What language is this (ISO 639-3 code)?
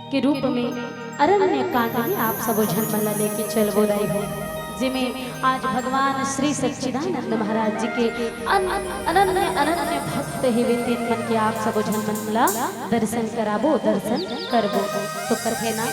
hne